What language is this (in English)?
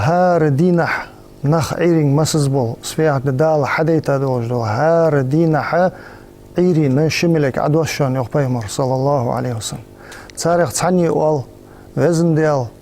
Ingush